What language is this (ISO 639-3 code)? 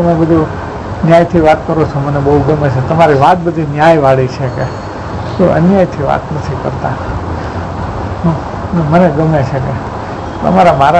guj